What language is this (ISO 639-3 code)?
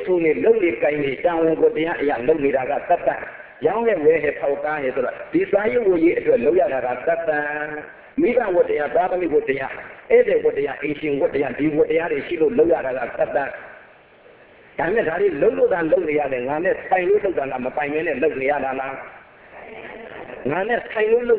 mya